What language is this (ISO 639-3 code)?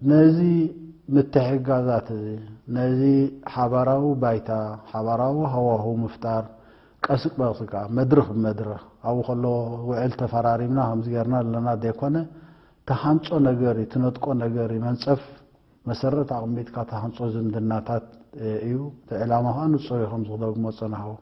tir